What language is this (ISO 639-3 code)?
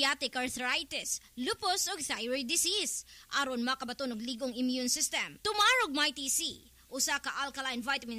ceb